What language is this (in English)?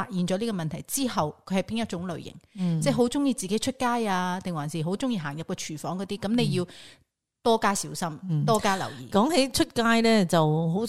Cantonese